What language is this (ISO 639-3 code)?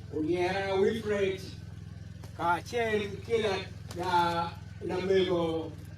ach